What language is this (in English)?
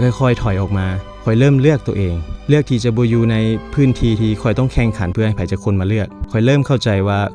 Lao